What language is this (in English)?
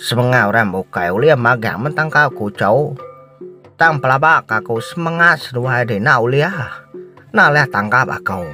Iban